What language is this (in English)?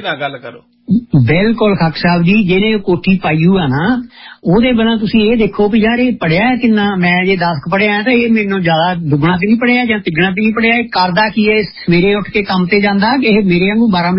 Punjabi